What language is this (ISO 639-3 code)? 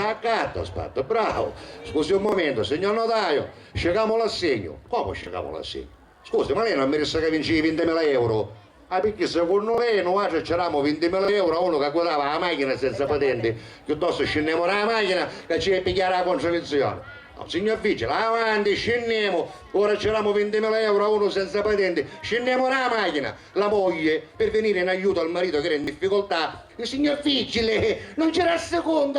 scn